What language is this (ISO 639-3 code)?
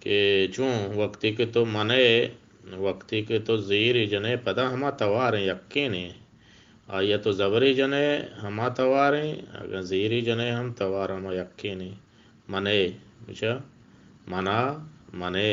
bgp